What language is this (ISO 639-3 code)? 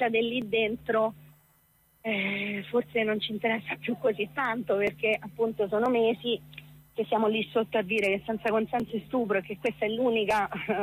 ita